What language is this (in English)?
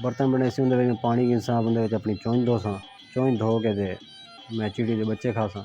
Saraiki